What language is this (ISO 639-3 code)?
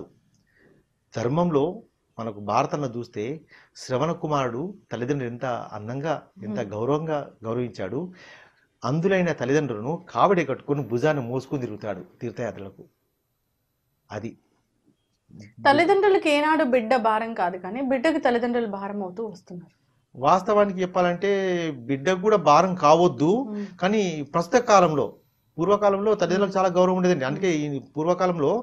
tel